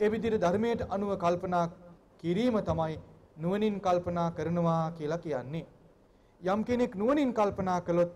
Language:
Sinhala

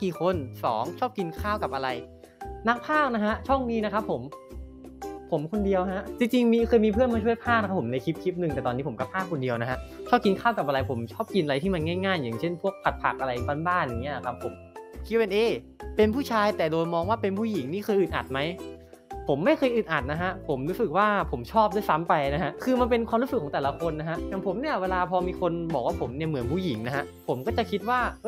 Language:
Thai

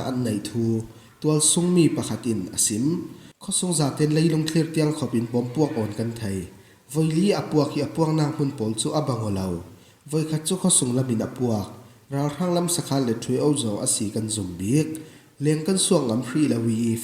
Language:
Falam Chin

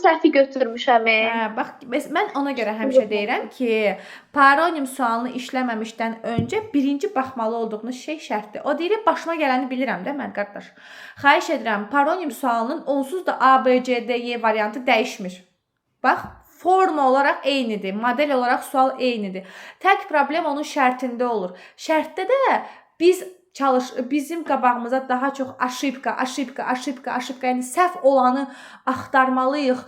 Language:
Azerbaijani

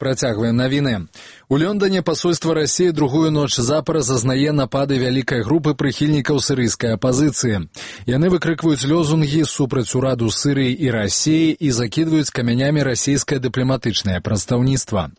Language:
Belarusian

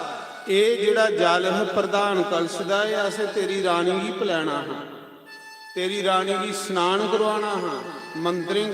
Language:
Dogri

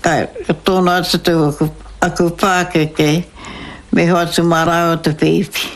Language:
Māori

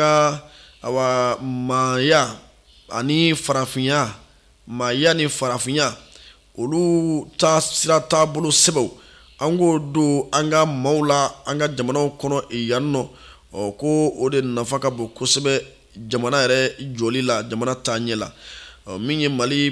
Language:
Bambara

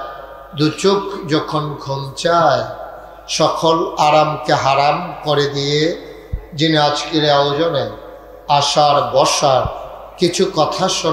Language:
Bangla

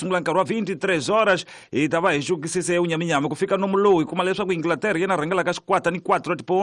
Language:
Tsonga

